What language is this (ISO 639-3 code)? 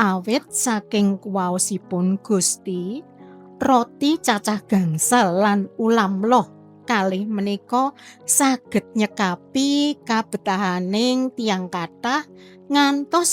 jav